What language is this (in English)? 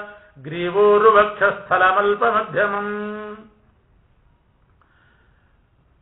Kannada